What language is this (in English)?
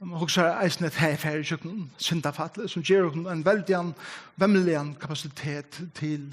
Faroese